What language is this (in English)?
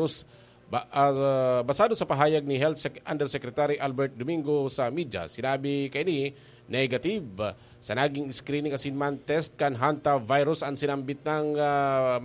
Bikol